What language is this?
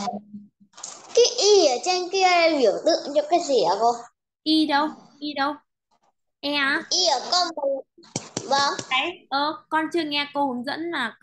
Vietnamese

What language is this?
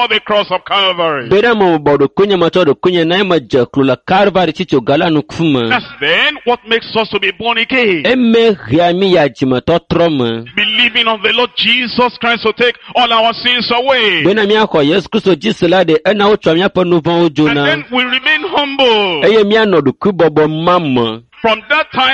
Ewe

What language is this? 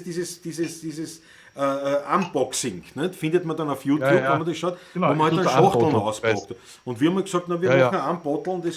Bavarian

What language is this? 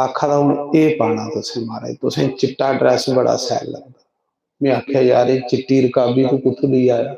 Dogri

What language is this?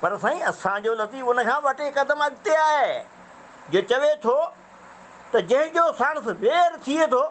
Sindhi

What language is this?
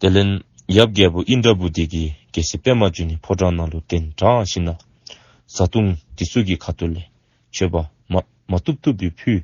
Dzongkha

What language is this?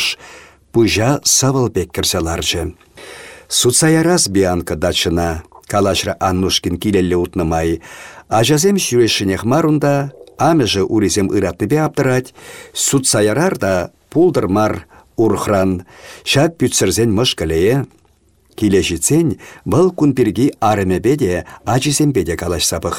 Chuvash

